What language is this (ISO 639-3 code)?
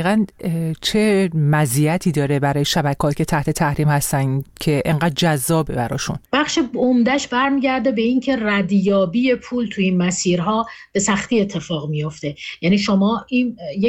fas